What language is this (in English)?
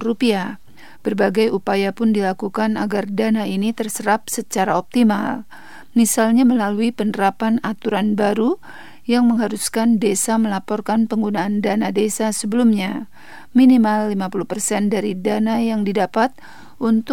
Indonesian